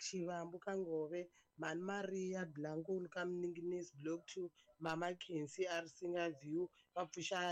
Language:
Tsonga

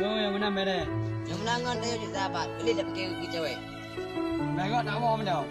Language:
Achinese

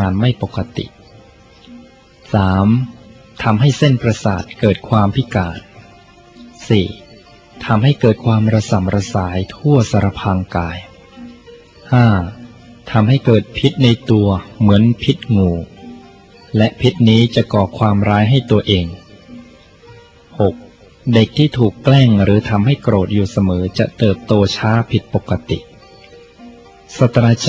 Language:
Thai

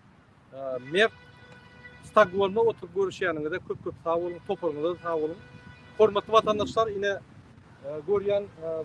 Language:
Turkmen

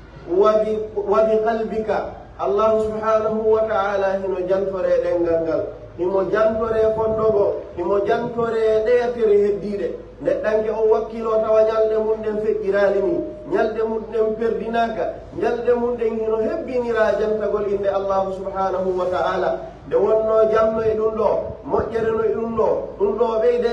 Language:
Pular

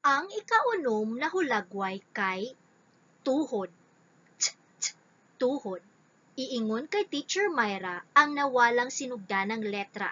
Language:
Cebuano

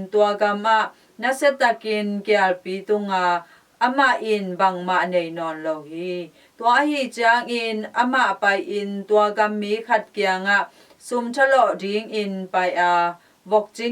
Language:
Tedim Chin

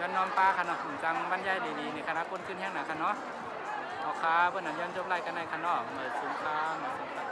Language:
Shan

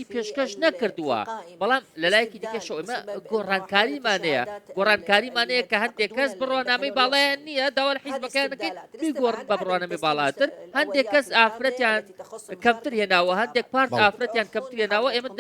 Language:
Central Kurdish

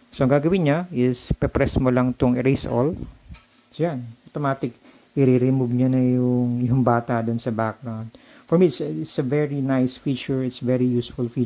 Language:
Filipino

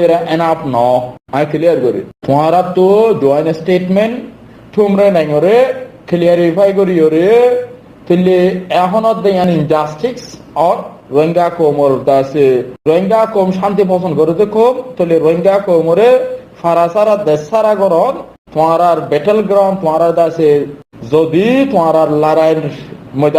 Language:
Rohingya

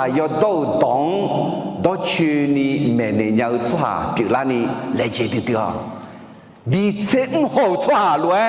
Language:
Akha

